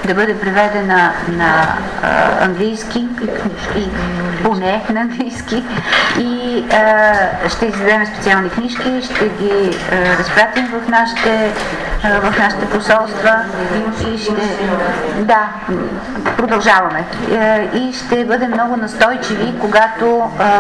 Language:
Bulgarian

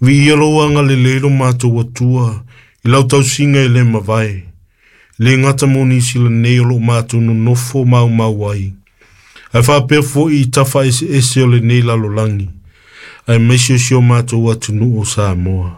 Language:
Samoan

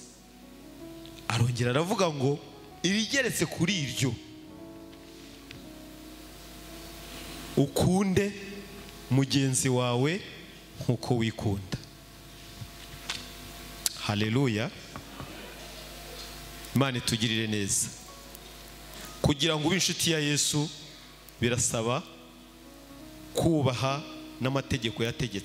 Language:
Kinyarwanda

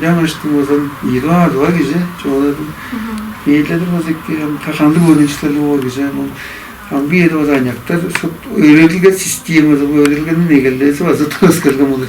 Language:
Tuvinian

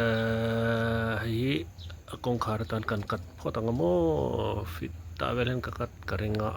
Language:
Mizo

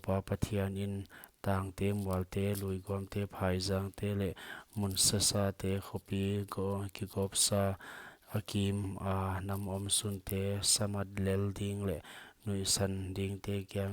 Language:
Paite Chin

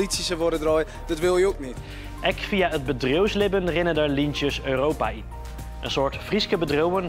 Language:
Western Frisian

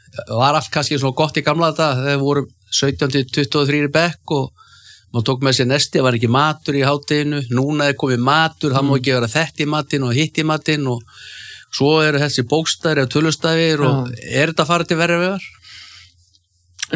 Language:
Icelandic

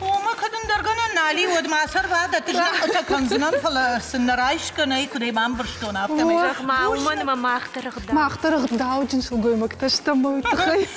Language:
Ossetic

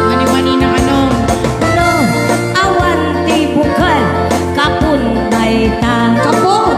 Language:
Iloko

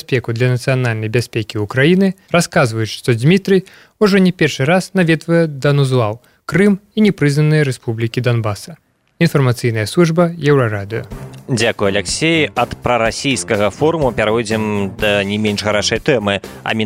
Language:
Belarusian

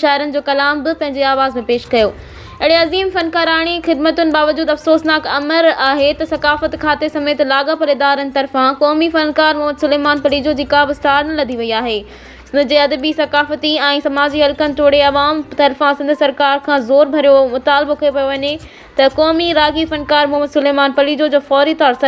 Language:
Sindhi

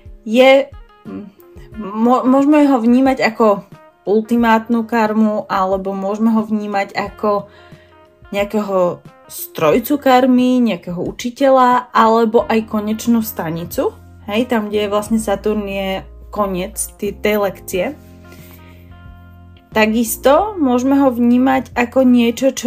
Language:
Slovak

